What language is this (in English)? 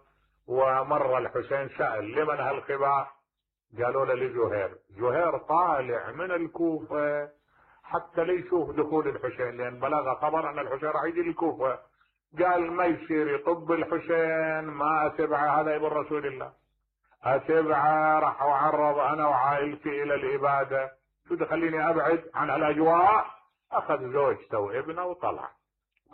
Mesopotamian Arabic